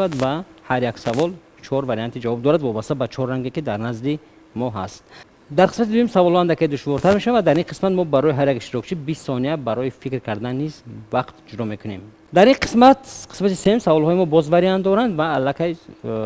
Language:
Tajik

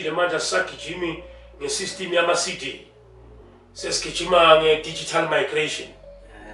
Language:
Zulu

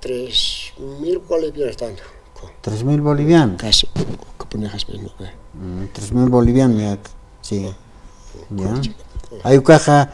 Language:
Aymara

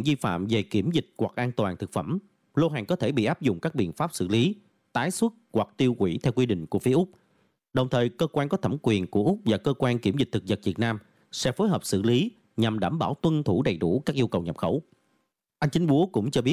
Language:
Vietnamese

